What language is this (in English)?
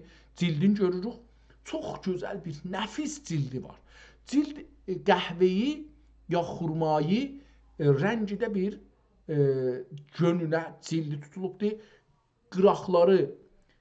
South Azerbaijani